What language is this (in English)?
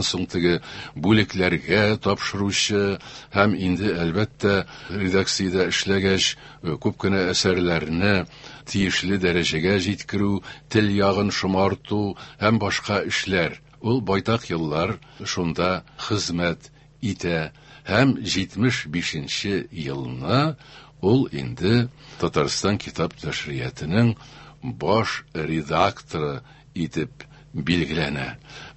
Tatar